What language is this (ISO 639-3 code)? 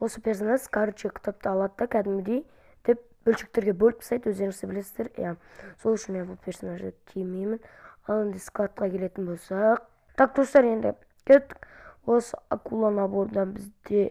kaz